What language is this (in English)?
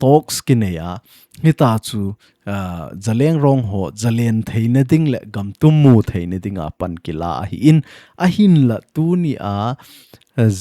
Thado Chin